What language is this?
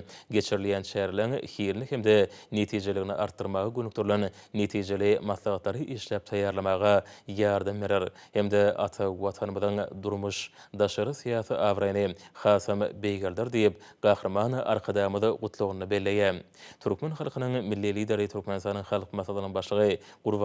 Turkmen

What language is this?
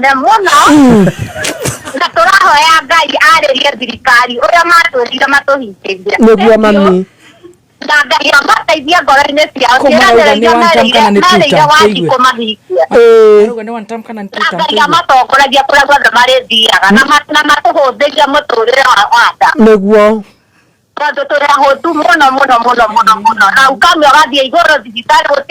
Kikuyu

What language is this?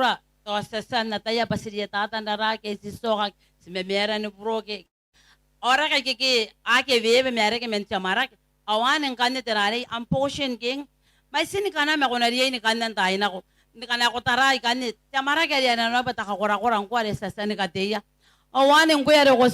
Gilbertese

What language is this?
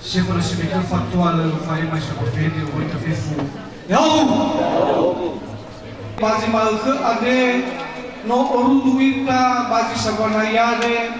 Nias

